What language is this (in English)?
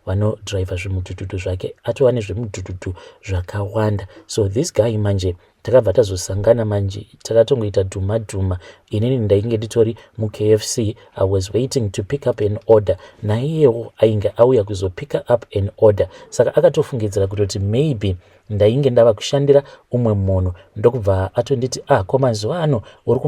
Shona